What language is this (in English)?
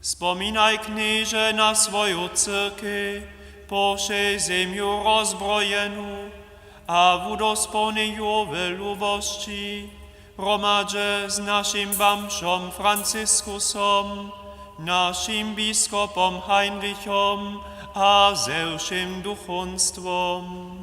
Upper Sorbian